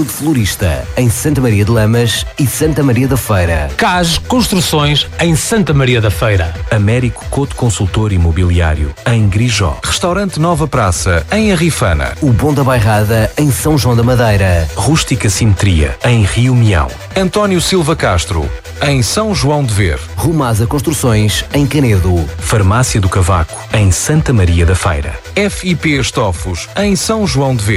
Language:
Portuguese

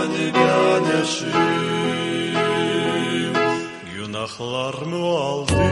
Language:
Gagauz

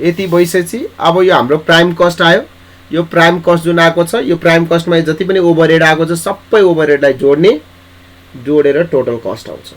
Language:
Nepali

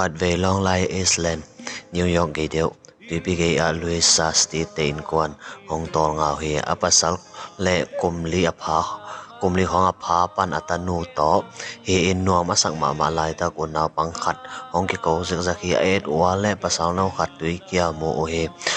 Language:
Tedim Chin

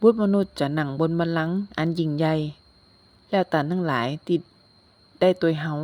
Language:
Northern Thai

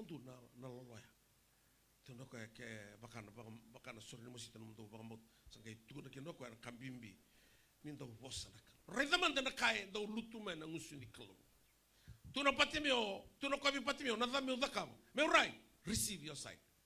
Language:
Fijian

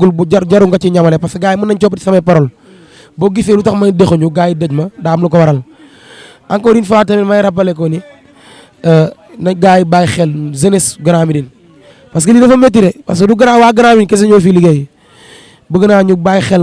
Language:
Wolof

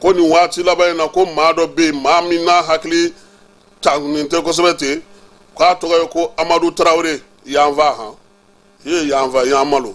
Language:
Bambara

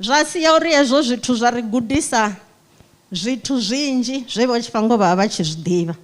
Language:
Venda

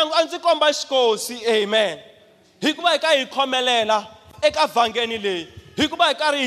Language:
Tsonga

